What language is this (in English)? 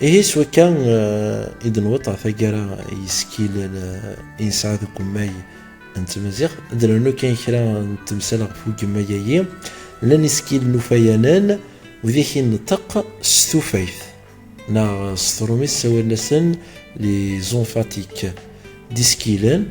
Kabyle